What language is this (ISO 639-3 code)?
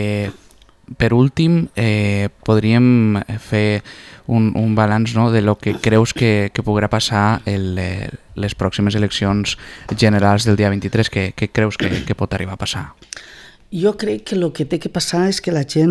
cat